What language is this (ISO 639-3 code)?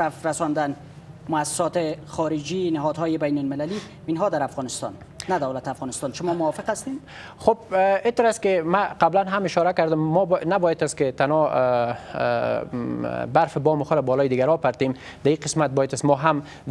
fas